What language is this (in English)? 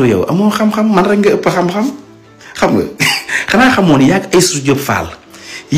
Wolof